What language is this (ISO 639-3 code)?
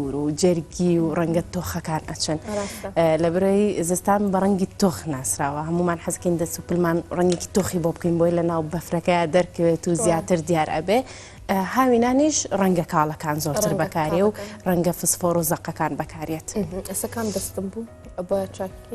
ckb